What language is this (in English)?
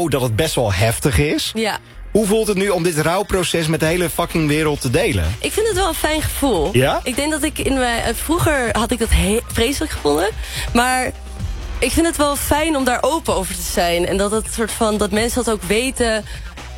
Dutch